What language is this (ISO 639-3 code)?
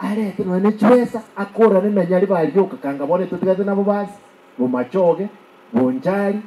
guz